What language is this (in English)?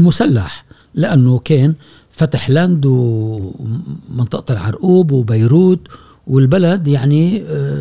Gulf Arabic